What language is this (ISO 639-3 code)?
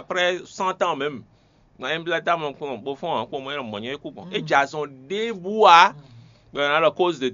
fon